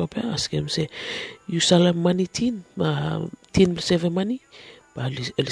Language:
Bislama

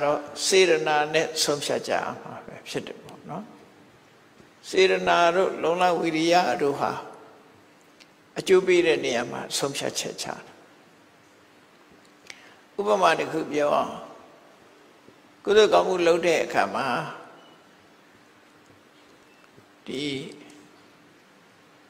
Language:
Burmese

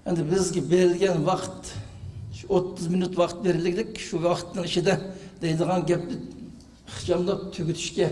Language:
Uyghur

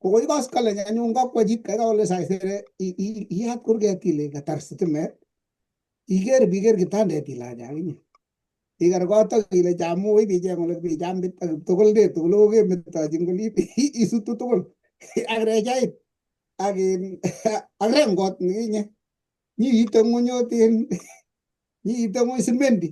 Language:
Kalenjin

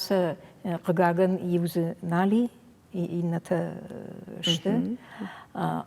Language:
Ossetic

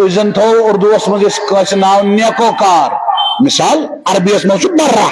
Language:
Kashmiri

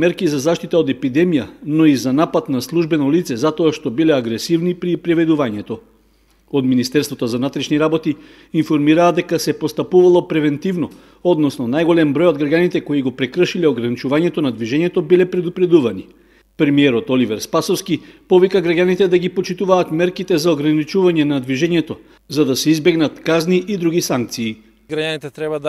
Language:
Macedonian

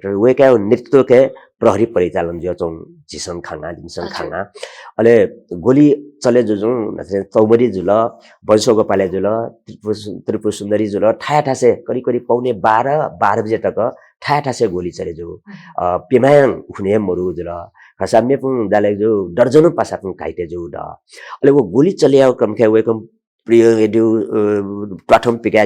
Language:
Newari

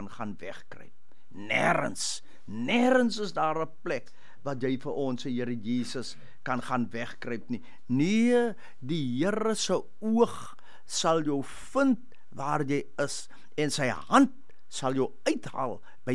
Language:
Afrikaans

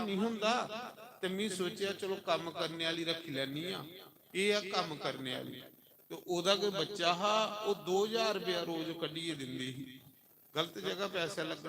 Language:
Dogri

